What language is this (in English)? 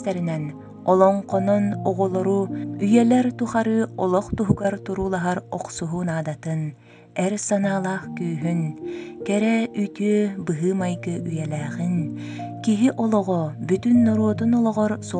Yakut